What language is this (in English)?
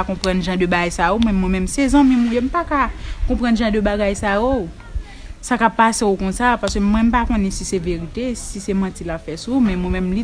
Haitian Creole